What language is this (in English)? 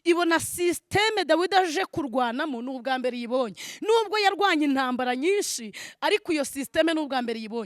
Kinyarwanda